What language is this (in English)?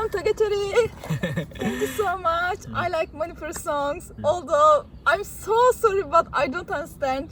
Manipuri